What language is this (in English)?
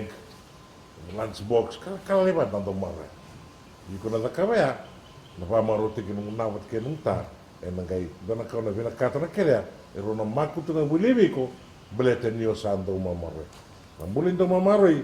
Fijian